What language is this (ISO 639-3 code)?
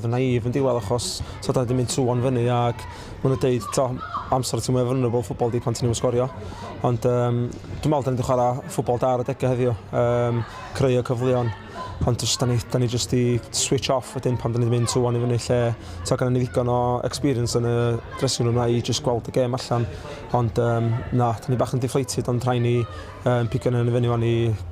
cym